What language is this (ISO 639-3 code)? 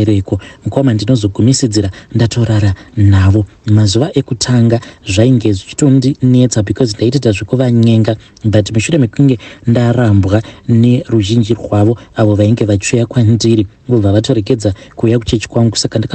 sna